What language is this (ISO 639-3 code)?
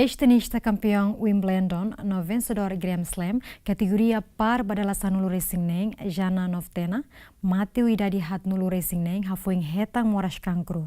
tet